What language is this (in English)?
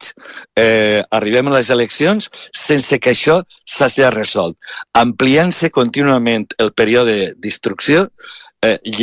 Catalan